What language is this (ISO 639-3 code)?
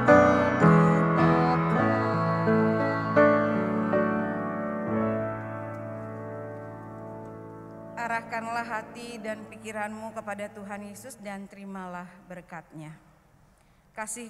ind